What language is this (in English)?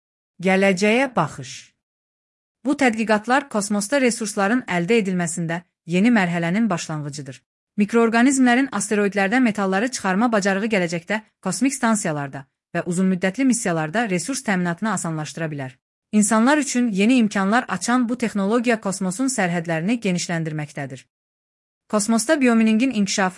Azerbaijani